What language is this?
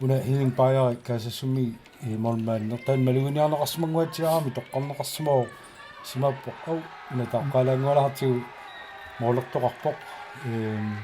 Kalaallisut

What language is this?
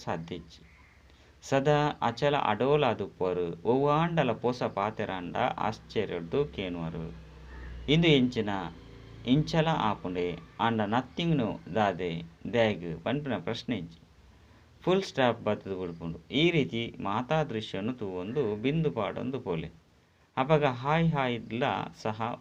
Tulu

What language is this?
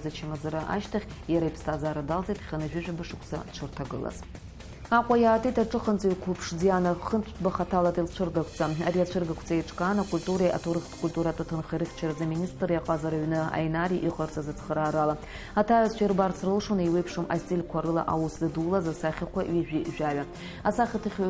Abkhazian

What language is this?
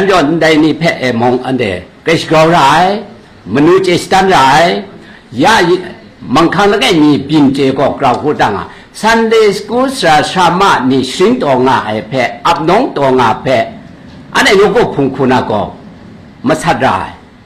Kachin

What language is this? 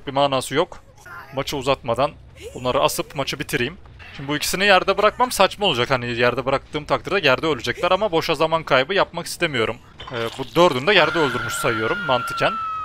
Turkish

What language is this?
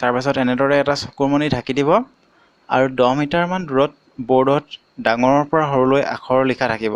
Assamese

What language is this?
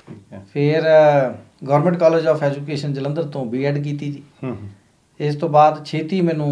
Punjabi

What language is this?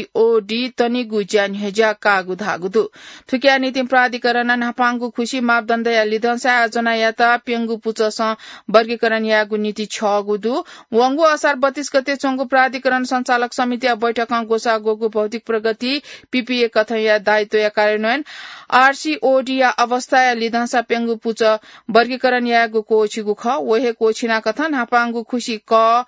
Newari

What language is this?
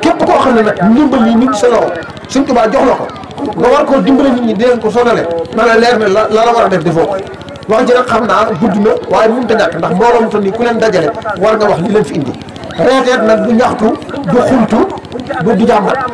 Wolof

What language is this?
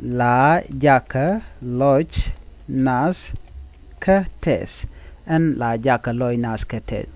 Nuer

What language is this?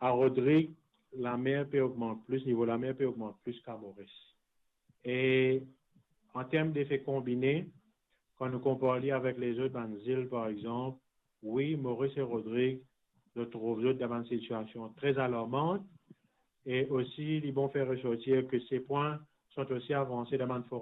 Morisyen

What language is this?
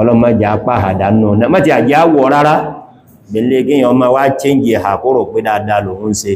Yoruba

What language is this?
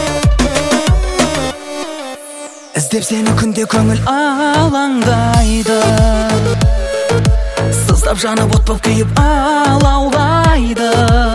Kazakh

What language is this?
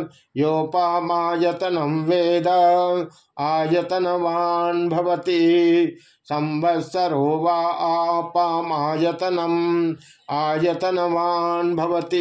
Sanskrit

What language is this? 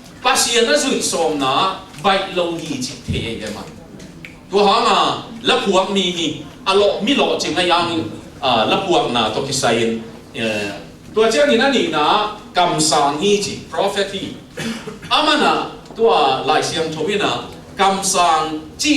Tedim Chin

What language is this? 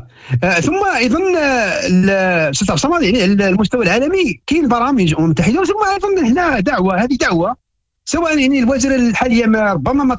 Moroccan Arabic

